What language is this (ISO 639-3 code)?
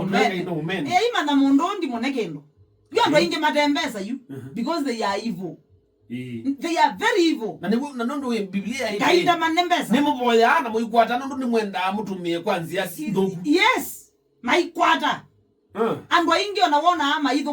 kam